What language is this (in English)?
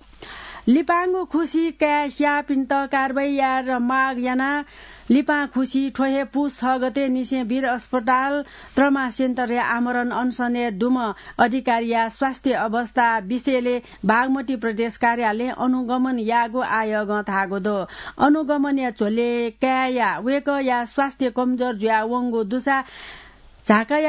Newari